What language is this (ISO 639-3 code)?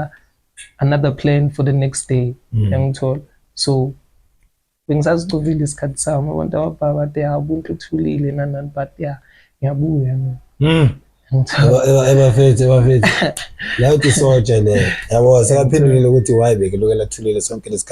zul